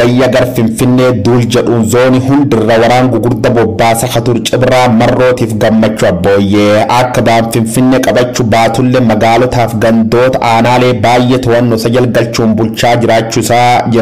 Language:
Oromo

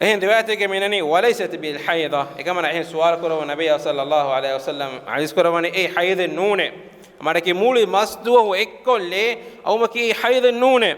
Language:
Divehi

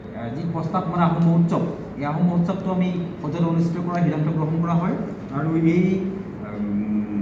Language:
Assamese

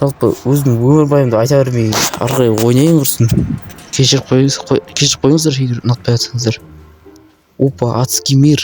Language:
Kazakh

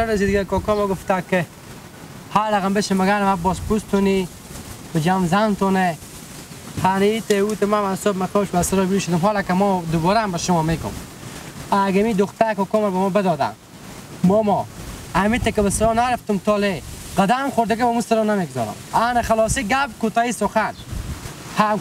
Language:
Persian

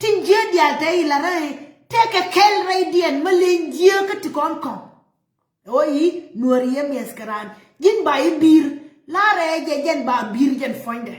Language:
Nuer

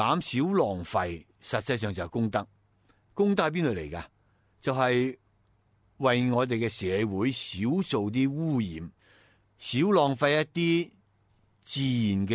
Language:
Cantonese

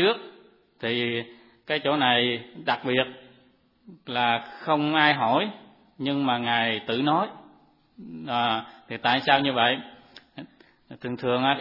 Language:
Vietnamese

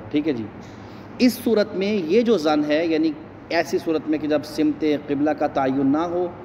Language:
Urdu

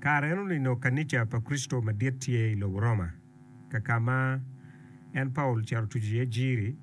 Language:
Acoli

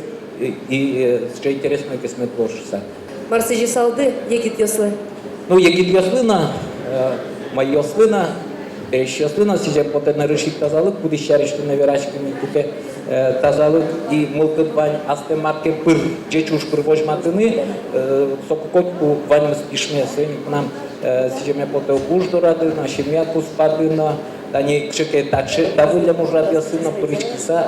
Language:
Udmurt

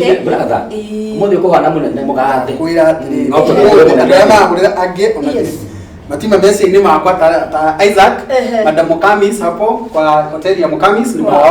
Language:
Kikuyu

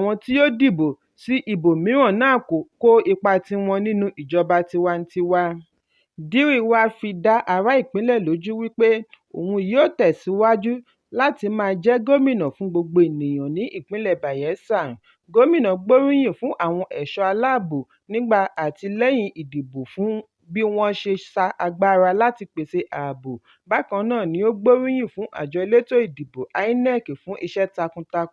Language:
Yoruba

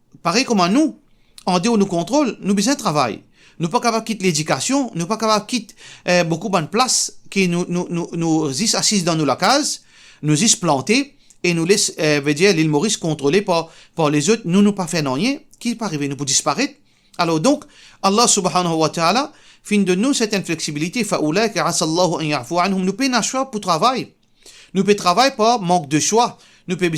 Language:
Morisyen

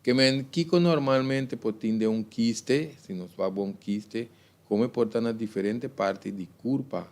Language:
Papiamento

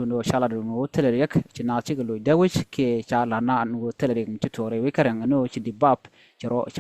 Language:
Nuer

